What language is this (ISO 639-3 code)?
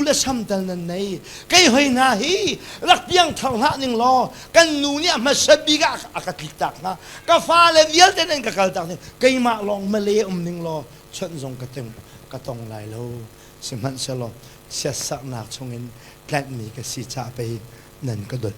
cnh